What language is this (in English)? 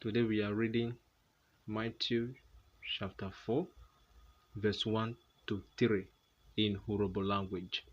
Urhobo